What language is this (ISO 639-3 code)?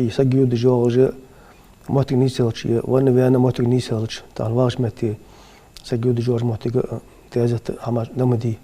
inh